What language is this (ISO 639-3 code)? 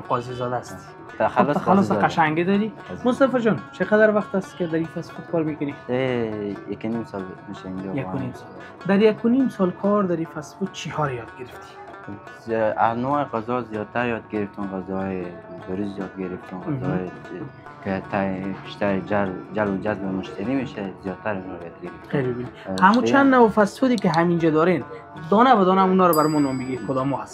fas